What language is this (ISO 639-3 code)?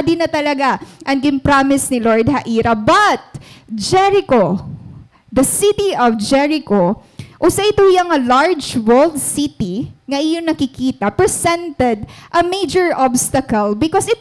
war